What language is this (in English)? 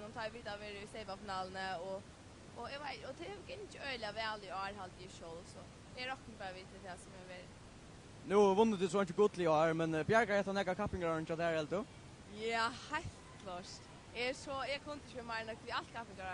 Faroese